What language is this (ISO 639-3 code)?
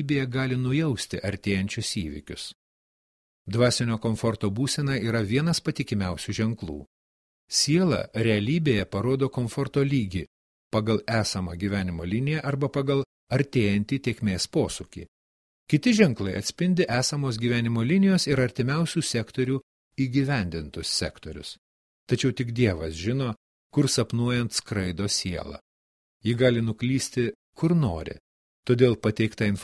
lit